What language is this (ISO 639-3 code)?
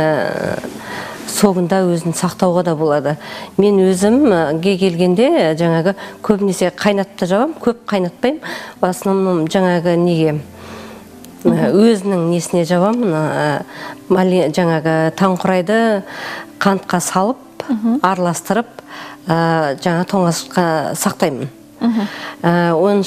kaz